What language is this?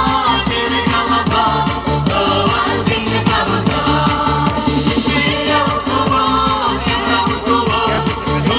Chuvash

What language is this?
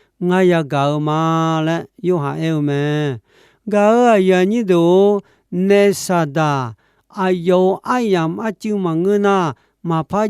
Akha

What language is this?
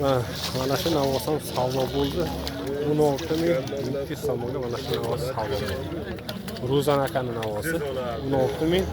Uzbek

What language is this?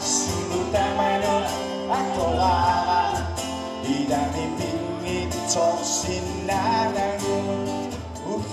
Kalaallisut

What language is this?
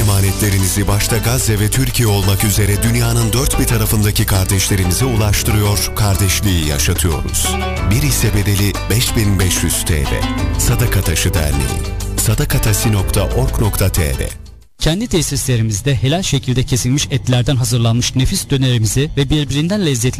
Turkish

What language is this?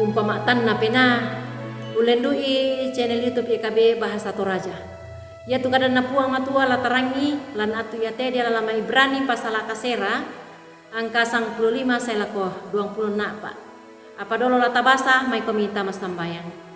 Toraja-Sa'dan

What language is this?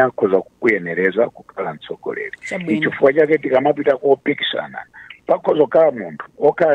Nyanja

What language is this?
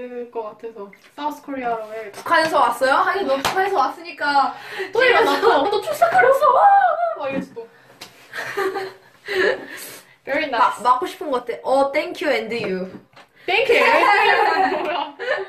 Korean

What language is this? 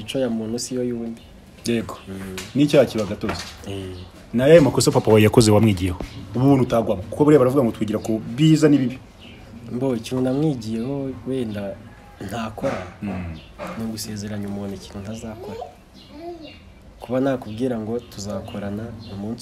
Kinyarwanda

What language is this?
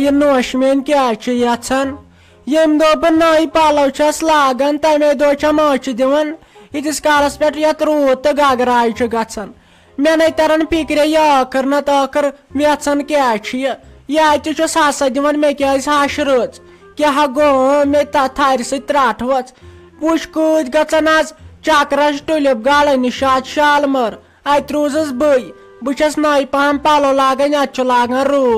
Kashmiri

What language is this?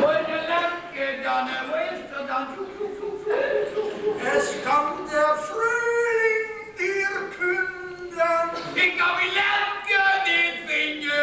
Limburgish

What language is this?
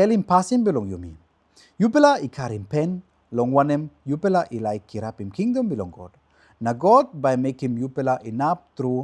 Tok Pisin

